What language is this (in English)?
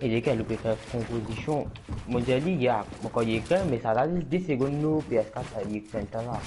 Morisyen